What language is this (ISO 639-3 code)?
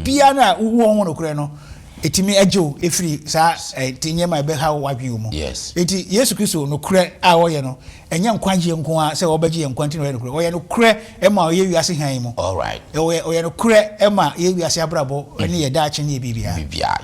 aka